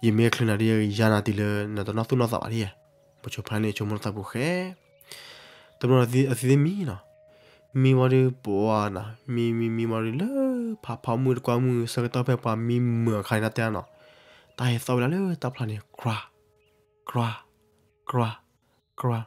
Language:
S'gaw Karen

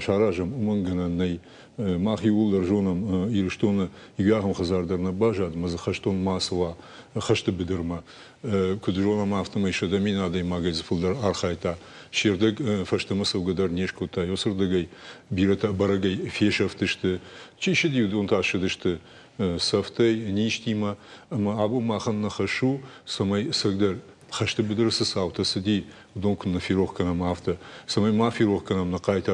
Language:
Ossetic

